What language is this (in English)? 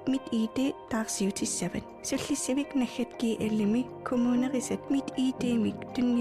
Kalaallisut